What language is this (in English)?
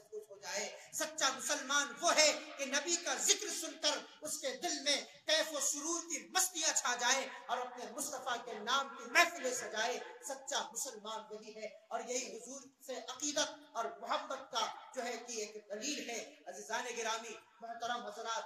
Urdu